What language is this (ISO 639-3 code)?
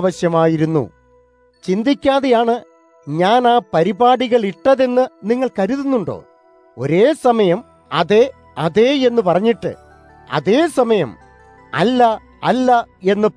mal